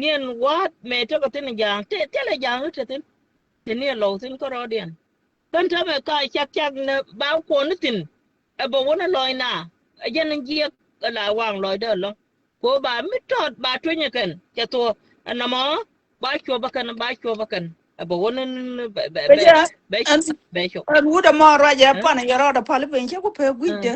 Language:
Nuer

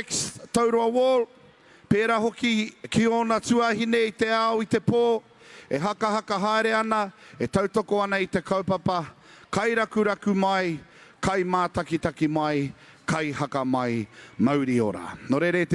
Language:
Māori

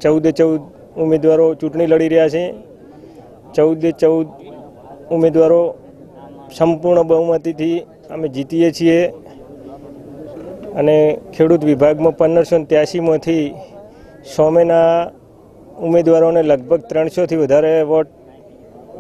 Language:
Gujarati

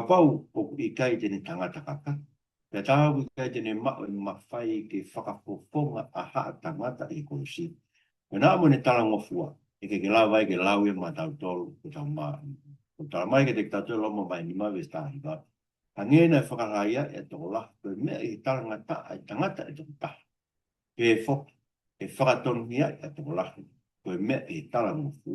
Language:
Tongan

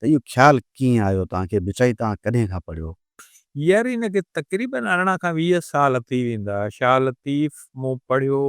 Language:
Sindhi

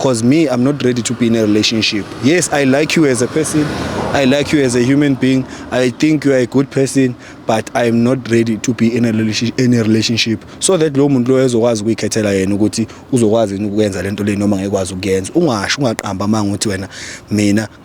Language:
Zulu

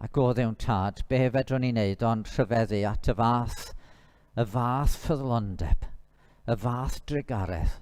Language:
Welsh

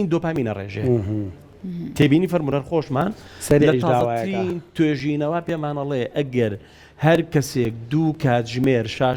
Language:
Central Kurdish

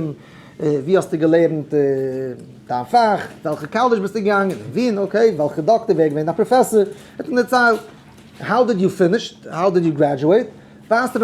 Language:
Yiddish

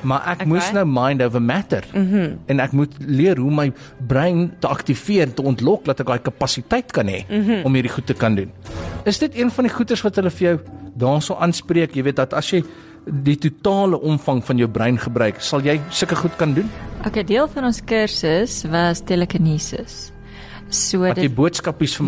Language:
Afrikaans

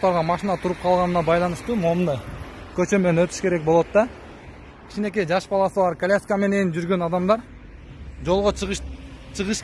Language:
Kyrgyz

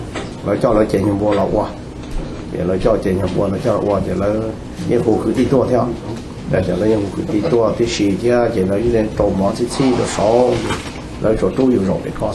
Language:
Hmong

